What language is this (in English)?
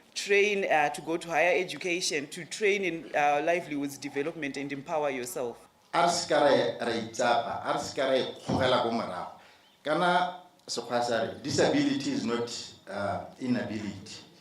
Tswana